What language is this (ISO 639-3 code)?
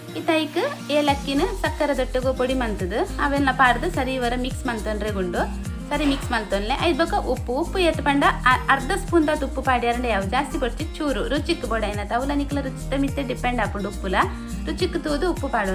tcy